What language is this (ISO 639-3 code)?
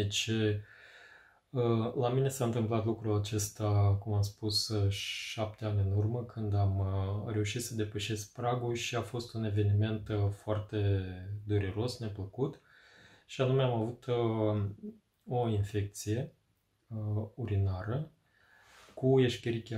ron